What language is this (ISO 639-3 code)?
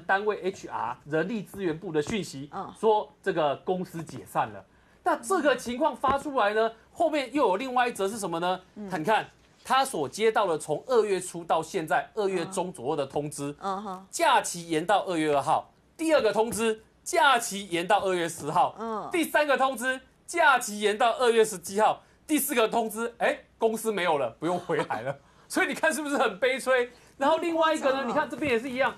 zho